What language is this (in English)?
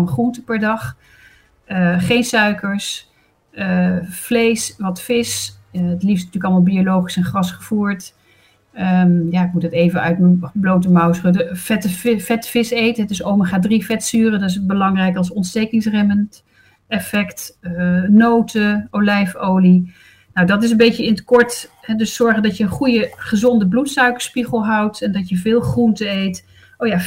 Dutch